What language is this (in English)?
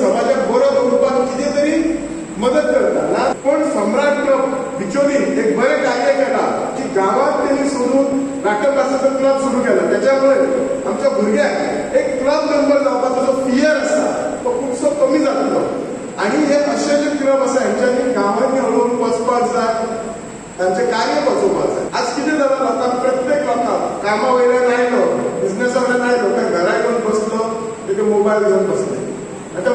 Konkani